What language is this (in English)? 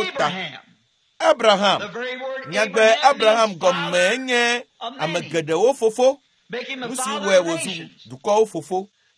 Ewe